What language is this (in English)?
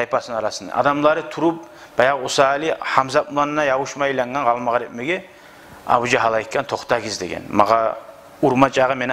Kumyk